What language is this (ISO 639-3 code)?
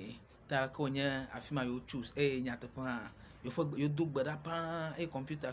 ewe